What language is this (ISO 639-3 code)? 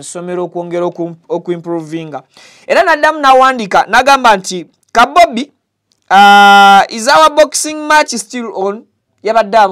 lug